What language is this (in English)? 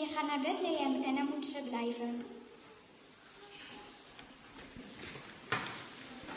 Dutch